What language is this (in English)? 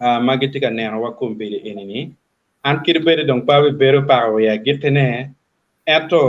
Acoli